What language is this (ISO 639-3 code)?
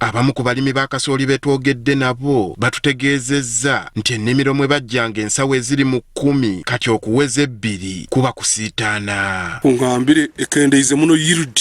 lug